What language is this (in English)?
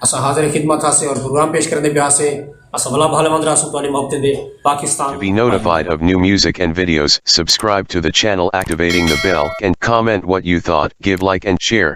Saraiki